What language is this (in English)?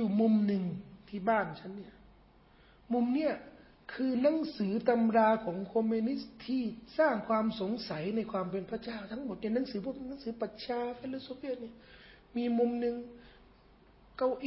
Thai